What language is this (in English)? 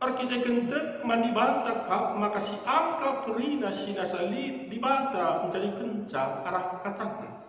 Batak Karo